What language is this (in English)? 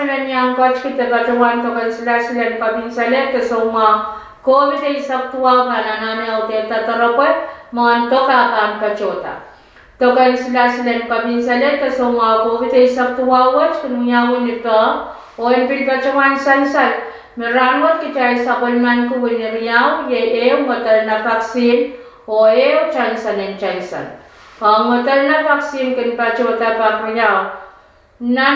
Pohnpeian